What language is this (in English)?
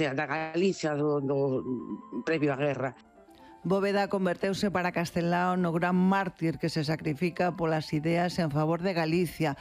Galician